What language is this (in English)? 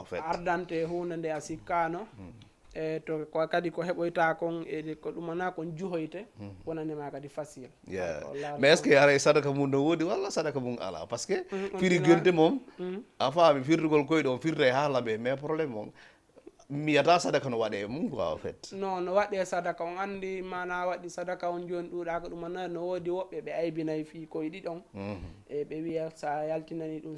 Fula